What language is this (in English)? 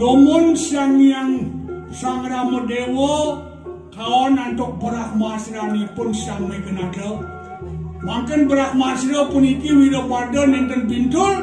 Balinese